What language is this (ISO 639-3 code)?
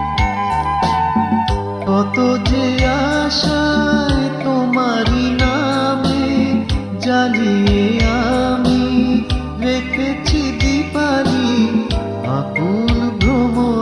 ben